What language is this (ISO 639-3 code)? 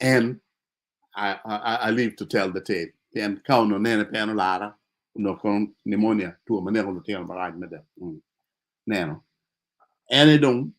ach